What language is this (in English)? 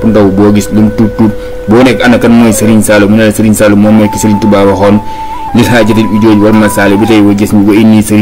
Wolof